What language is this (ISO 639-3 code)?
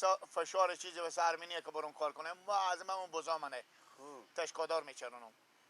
fas